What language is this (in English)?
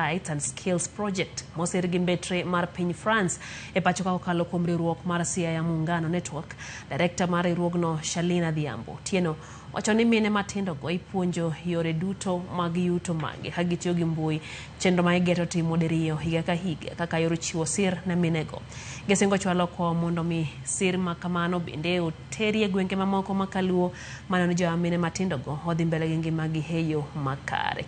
Luo (Kenya and Tanzania)